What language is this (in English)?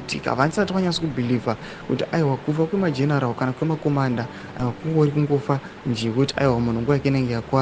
Shona